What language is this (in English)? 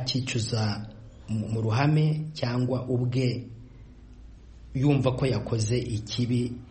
Kinyarwanda